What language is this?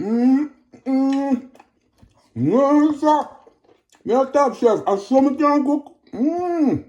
Jamaican Creole English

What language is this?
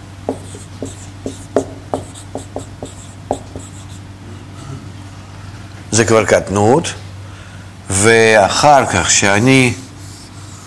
Hebrew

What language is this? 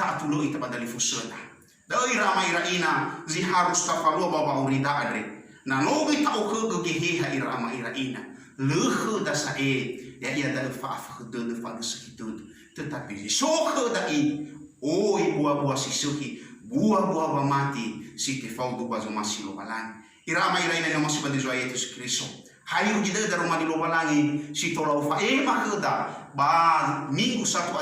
Nias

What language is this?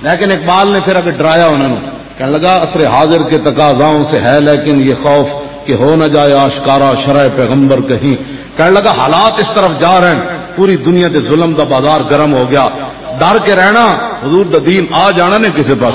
Western Panjabi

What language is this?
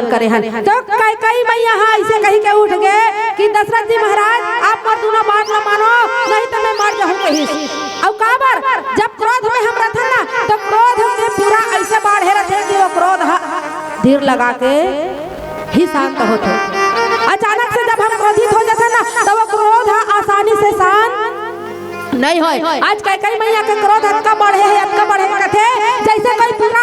Chhattisgarhi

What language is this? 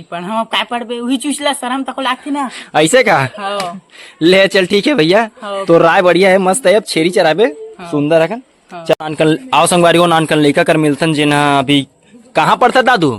Chhattisgarhi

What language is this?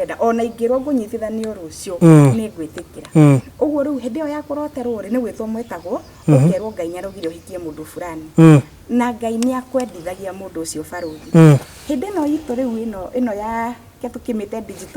Kikuyu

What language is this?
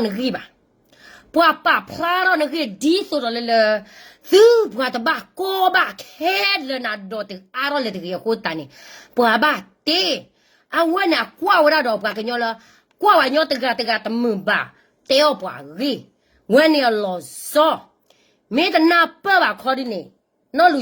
S'gaw Karen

